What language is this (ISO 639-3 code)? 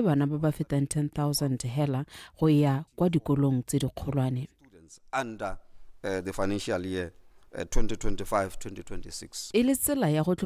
tsn